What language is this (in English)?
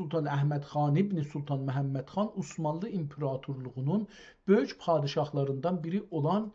South Azerbaijani